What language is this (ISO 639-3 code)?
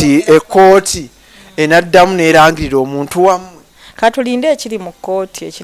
lug